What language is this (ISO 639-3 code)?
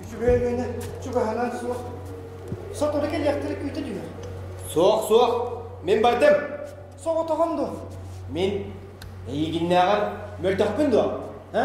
sah